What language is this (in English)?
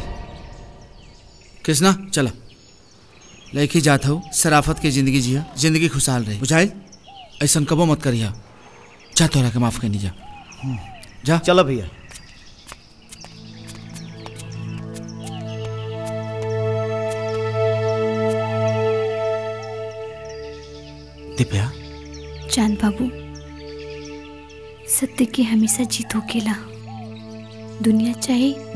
Bhojpuri